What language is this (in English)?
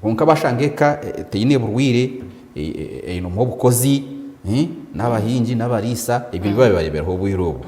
Nyankole